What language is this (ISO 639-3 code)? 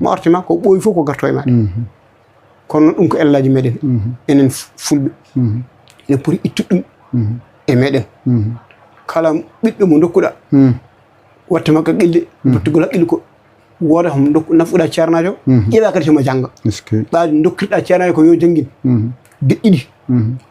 ful